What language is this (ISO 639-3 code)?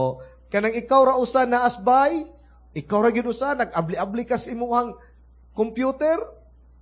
ceb